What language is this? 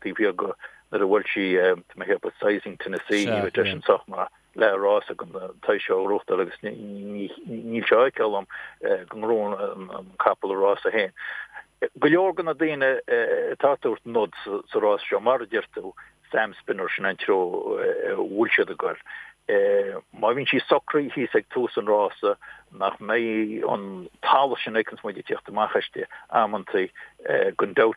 Irish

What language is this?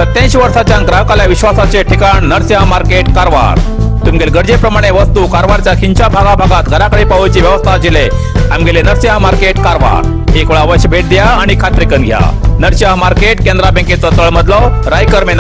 Konkani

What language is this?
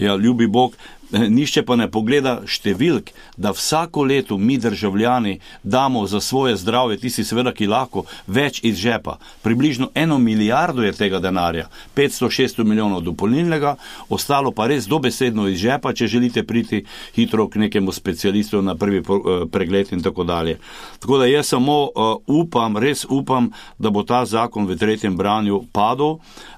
Slovenian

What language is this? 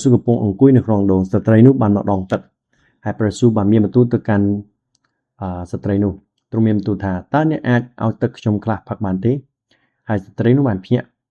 Khmer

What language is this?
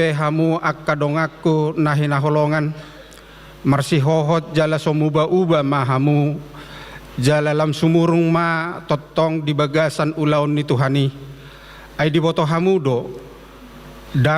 Batak Toba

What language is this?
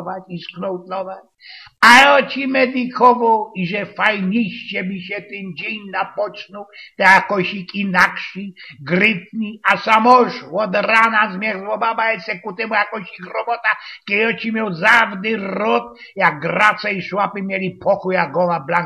Silesian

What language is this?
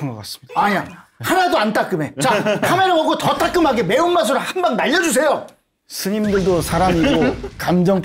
Korean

